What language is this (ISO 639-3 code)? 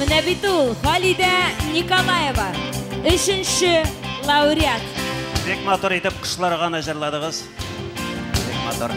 tat